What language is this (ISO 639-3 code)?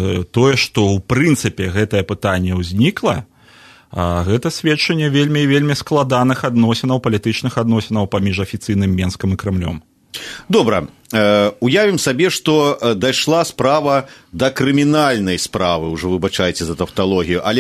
bel